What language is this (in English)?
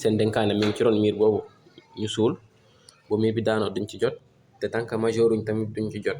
Wolof